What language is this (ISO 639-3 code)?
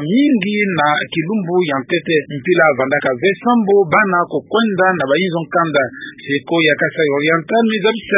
ktu